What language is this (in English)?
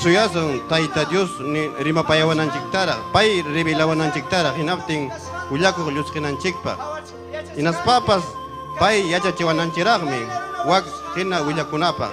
Ayacucho Quechua